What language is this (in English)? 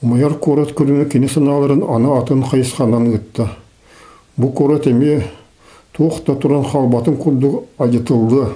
Yakut